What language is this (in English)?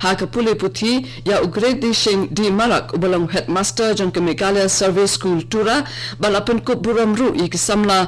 Khasi